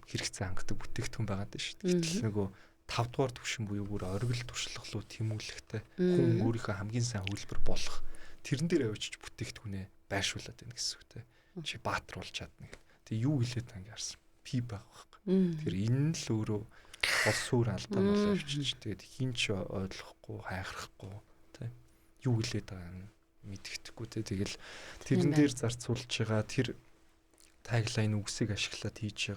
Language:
Mongolian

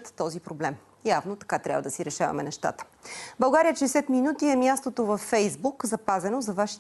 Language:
Bulgarian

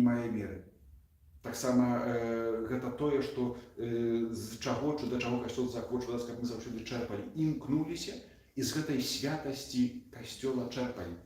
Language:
Belarusian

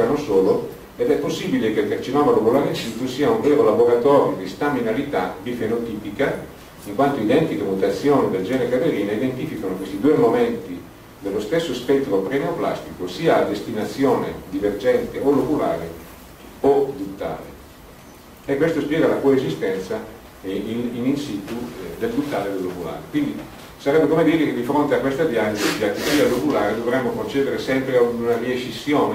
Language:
Italian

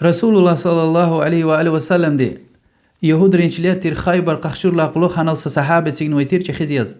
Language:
Lezghian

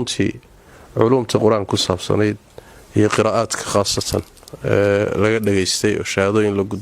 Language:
Somali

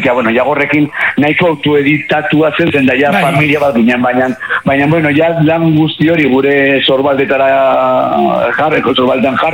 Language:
Basque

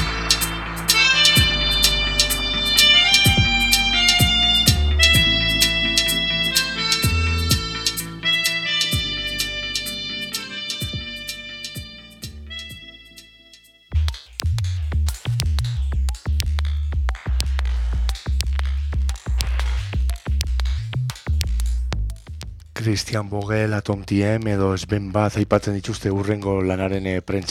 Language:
Basque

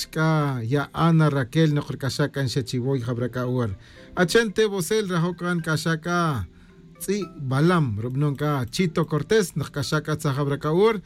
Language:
Kaqchikel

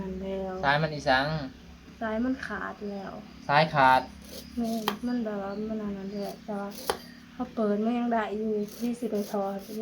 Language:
Northeastern Thai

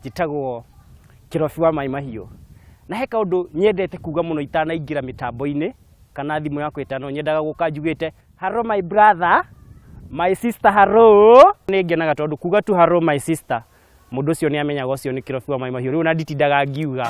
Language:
Kikuyu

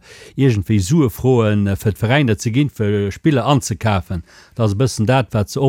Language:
Luxembourgish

